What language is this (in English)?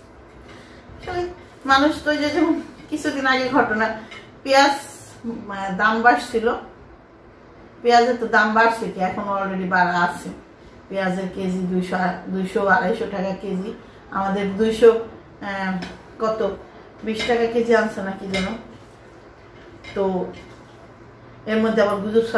Bangla